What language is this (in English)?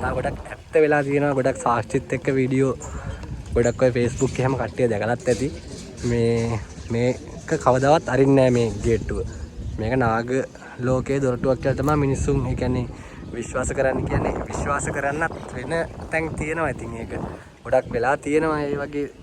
Sinhala